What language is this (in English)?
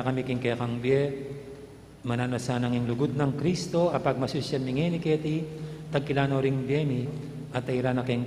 Pampanga